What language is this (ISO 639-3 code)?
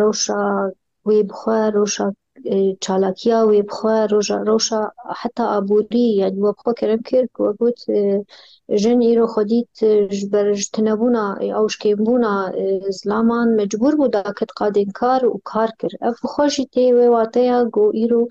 kur